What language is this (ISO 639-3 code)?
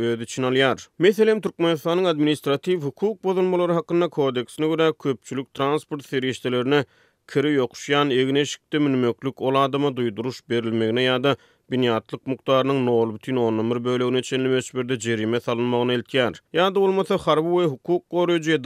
tuk